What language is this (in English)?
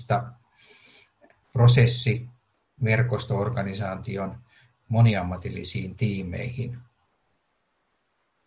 Finnish